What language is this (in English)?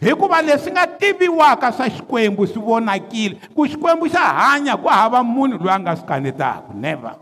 Tsonga